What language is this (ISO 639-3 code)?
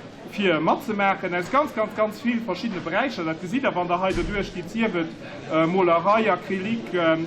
ltz